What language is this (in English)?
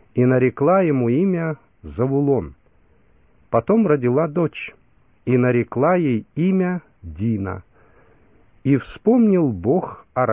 Russian